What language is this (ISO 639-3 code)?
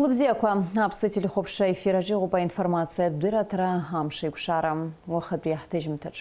abk